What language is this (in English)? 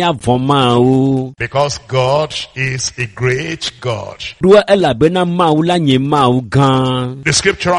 Ewe